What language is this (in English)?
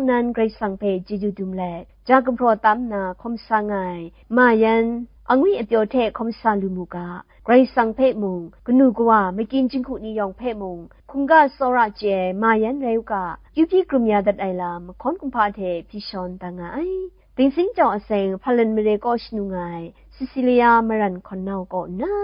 Kachin